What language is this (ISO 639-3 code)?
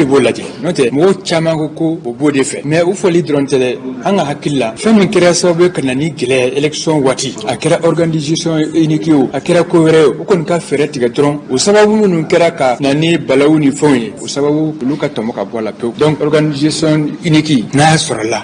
bam